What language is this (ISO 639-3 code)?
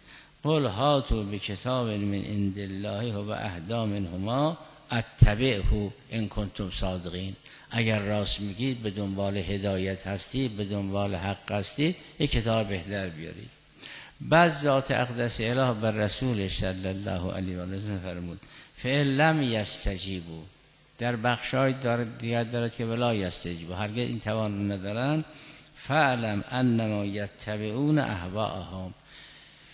fas